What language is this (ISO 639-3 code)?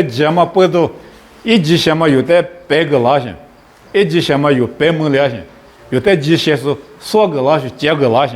lis